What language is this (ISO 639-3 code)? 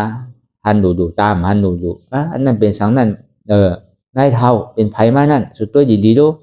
shn